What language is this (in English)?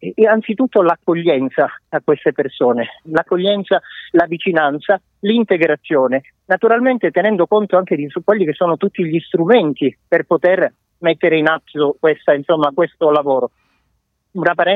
Italian